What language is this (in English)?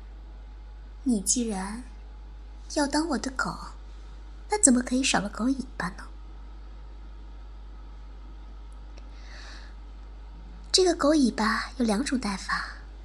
Chinese